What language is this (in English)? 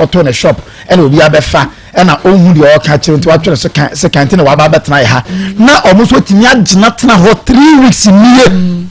Akan